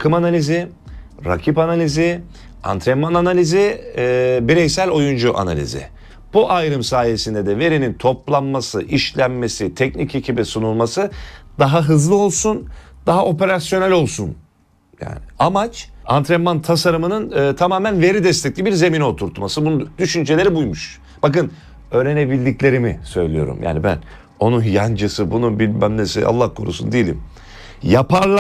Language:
Turkish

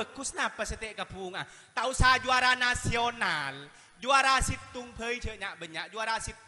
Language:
Madurese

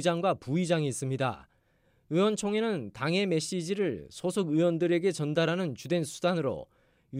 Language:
Korean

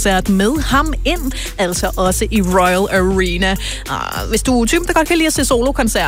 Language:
Danish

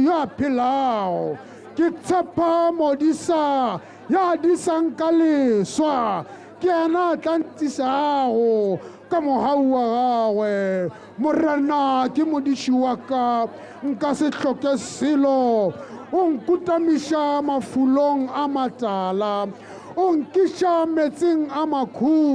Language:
Tswana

